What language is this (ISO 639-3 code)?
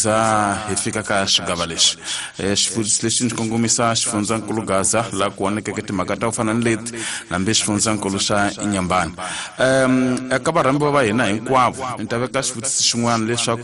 tso